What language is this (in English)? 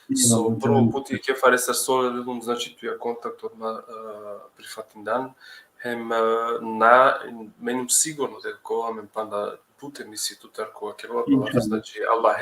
Balkan Romani